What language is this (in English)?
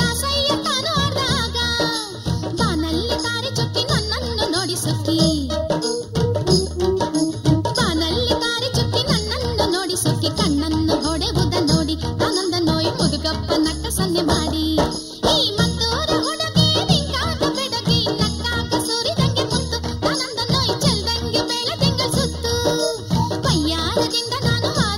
Kannada